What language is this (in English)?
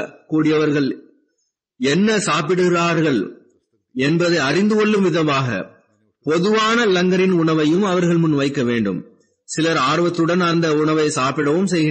Tamil